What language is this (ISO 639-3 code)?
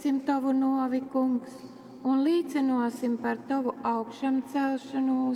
ltg